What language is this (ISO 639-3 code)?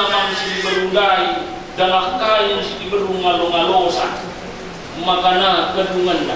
btx